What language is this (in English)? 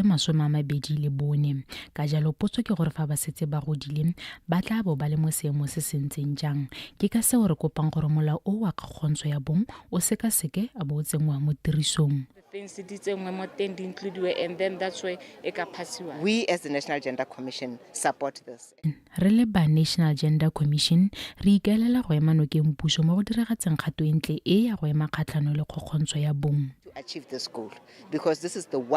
Tswana